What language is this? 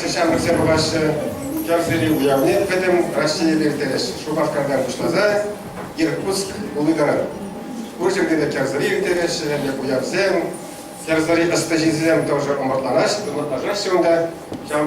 Chuvash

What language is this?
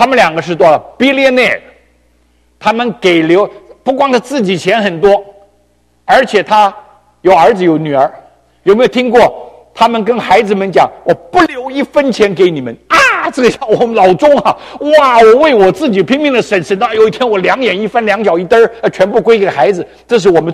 Chinese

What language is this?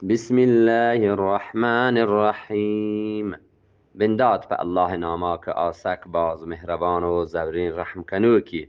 Eastern Balochi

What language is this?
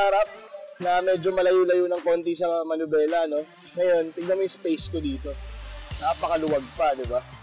Filipino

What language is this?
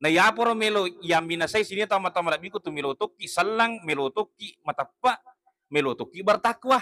Buginese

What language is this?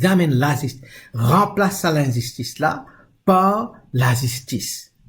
Morisyen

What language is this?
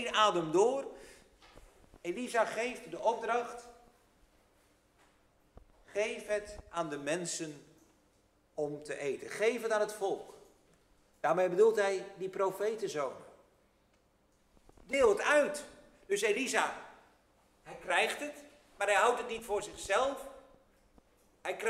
Dutch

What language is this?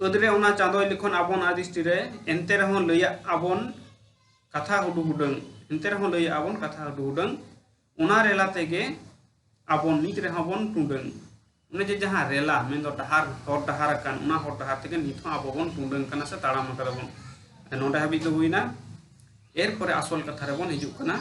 Santali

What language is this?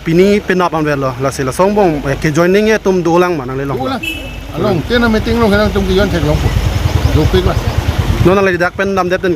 Karbi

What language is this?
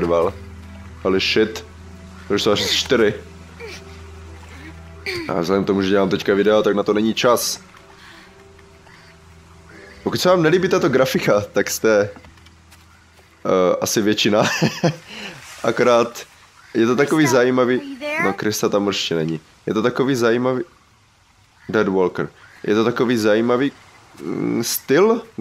Czech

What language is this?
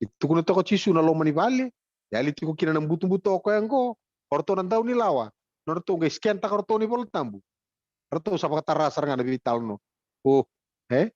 Fijian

